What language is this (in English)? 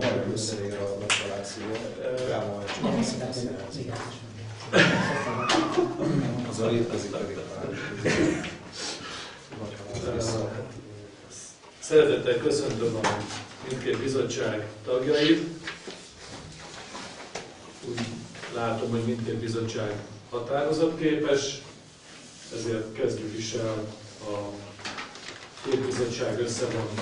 Hungarian